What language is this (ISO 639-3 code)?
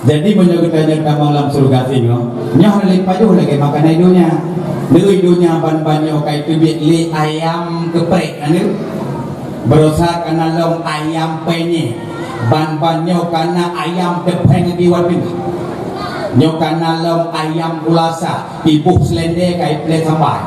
ace